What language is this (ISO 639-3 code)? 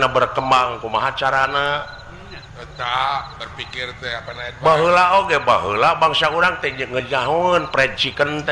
sun